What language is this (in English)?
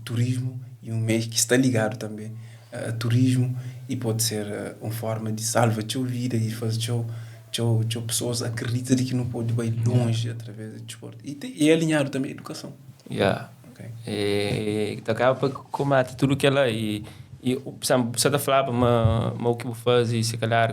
Kabuverdianu